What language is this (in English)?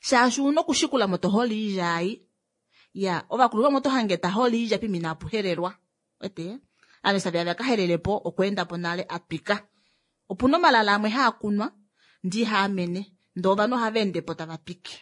Kuanyama